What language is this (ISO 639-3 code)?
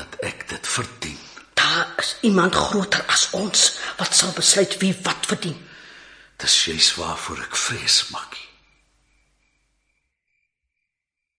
afr